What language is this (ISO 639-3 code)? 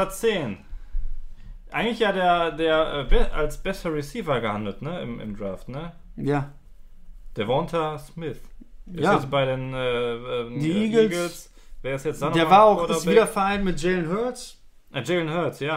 deu